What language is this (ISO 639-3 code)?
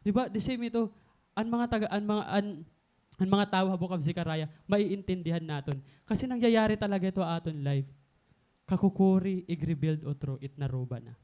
war